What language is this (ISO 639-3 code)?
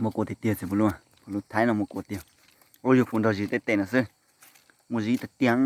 hmn